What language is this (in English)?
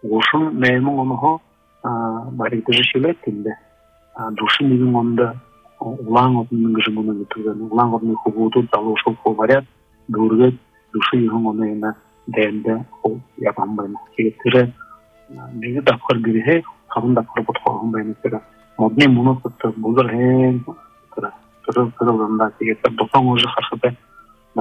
Buriat